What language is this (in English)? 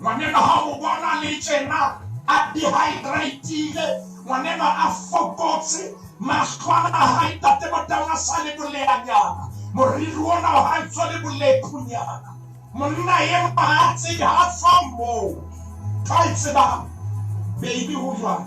Southern Sotho